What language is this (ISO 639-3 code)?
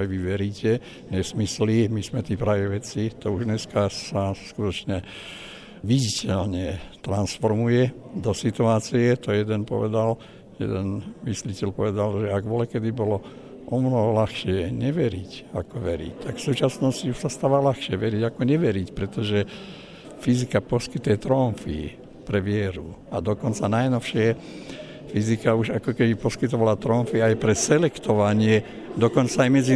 slk